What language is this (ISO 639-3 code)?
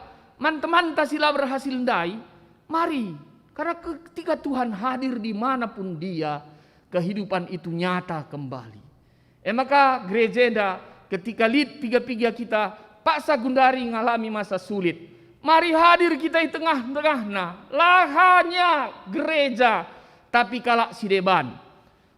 btx